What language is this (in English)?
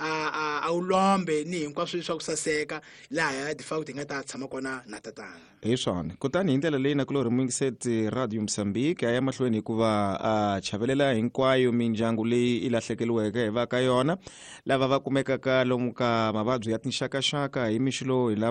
Tsonga